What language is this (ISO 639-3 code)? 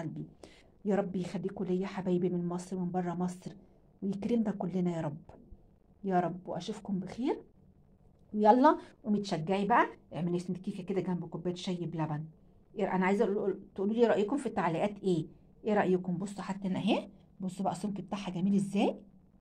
arz